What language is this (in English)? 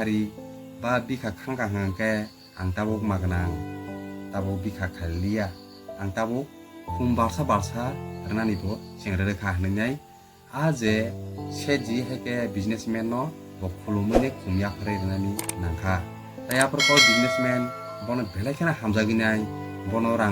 Kok Borok